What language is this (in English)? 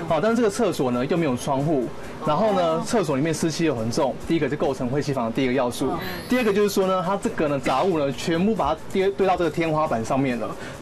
Chinese